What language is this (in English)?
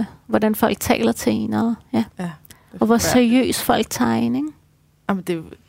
Danish